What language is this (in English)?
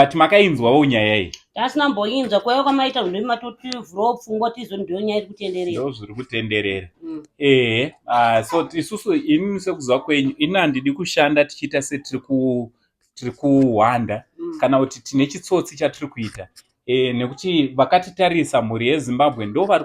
Shona